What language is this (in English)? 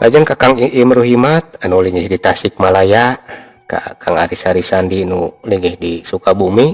Sundanese